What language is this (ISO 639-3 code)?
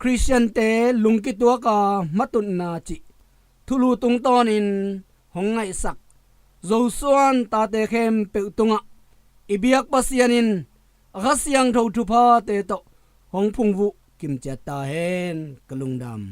ctd